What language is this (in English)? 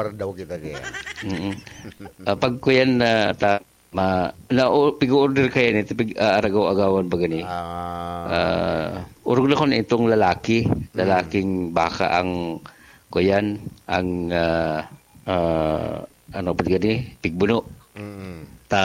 Bikol